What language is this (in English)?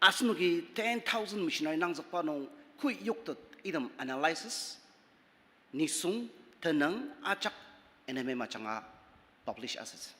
Ao Naga